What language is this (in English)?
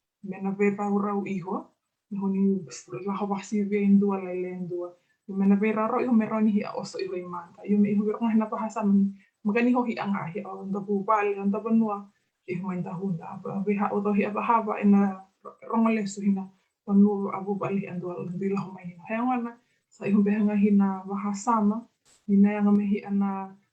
Fijian